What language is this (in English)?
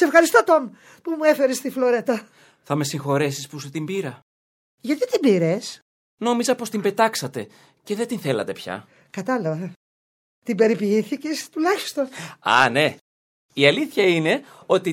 Greek